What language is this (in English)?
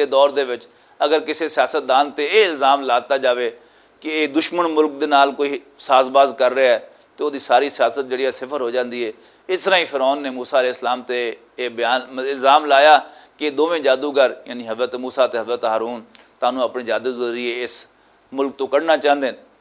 Western Panjabi